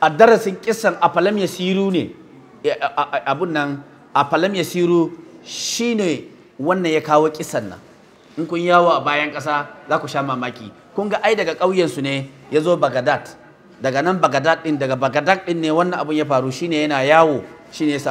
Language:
Hausa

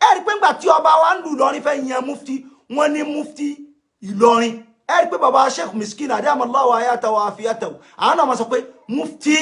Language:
Yoruba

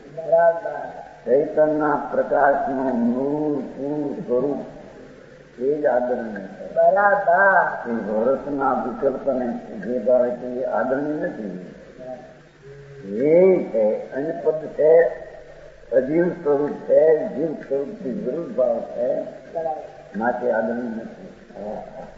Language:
Gujarati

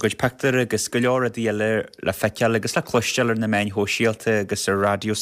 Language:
Irish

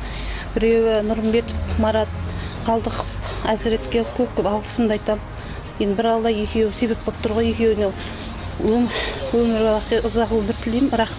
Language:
Kazakh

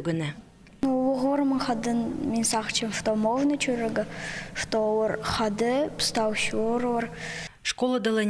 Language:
Khakas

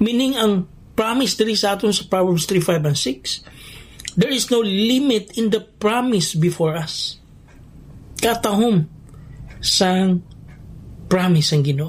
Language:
Hiligaynon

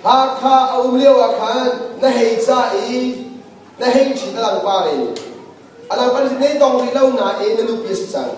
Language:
Hakha Chin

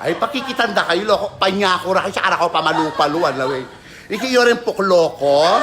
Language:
Pampanga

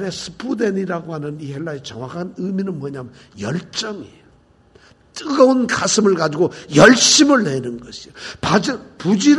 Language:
Korean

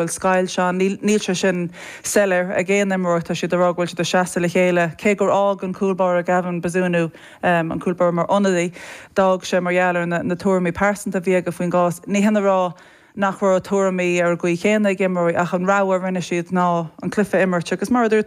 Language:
Irish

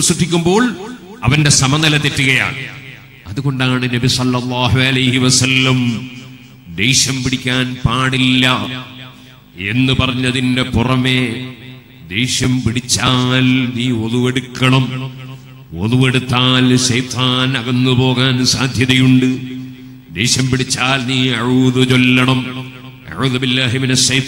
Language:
Malayalam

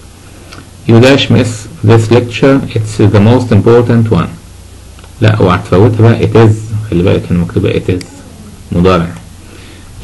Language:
Egyptian Arabic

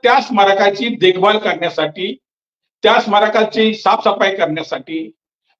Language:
Marathi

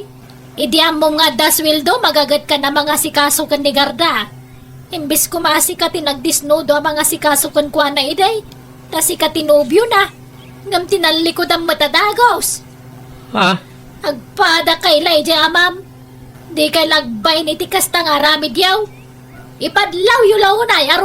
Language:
Iloko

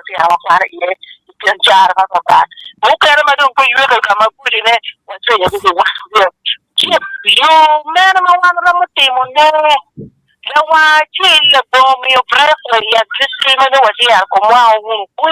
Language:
Acoli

